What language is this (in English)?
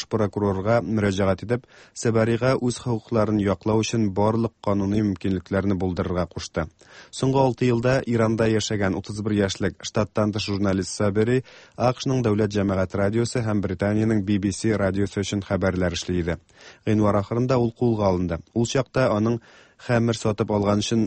Tatar